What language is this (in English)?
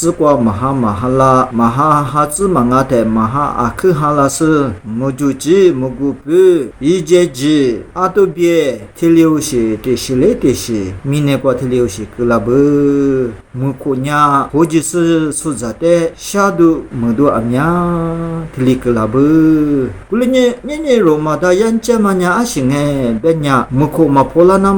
Lisu